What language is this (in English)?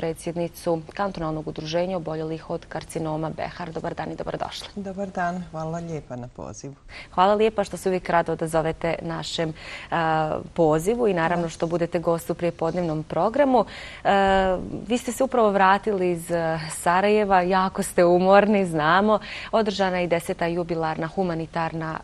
Bosnian